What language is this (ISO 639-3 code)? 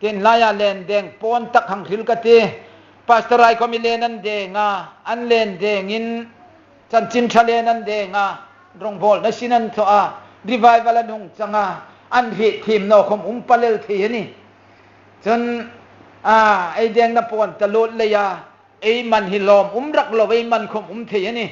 hmr